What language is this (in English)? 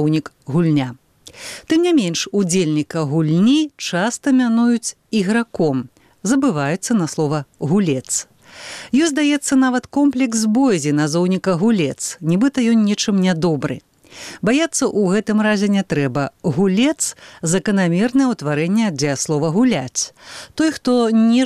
Belarusian